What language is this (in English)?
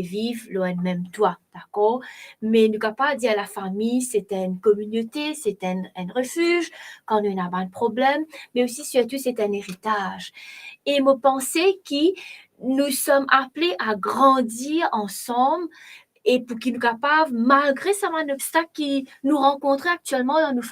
Morisyen